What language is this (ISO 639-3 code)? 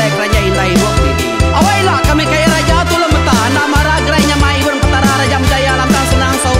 iba